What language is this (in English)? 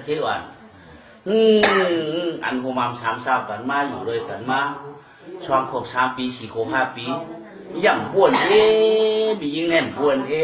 Shan